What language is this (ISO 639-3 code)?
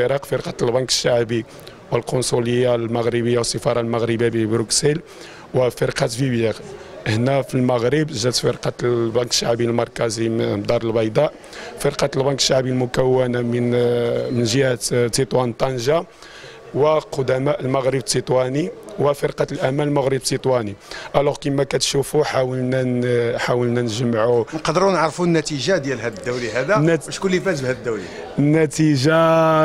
ary